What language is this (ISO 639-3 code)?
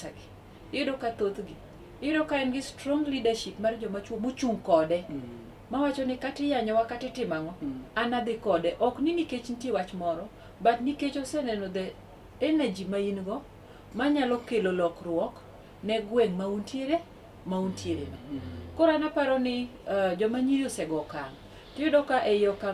luo